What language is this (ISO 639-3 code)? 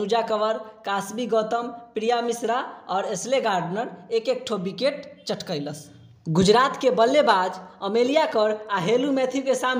bho